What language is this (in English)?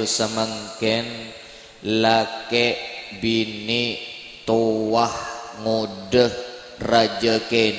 Madurese